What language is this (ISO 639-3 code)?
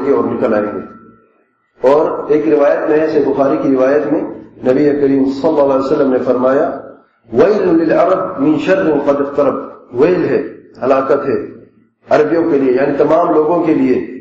urd